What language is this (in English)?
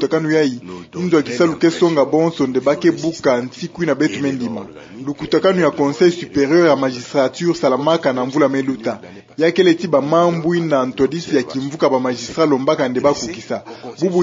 Kituba (Democratic Republic of Congo)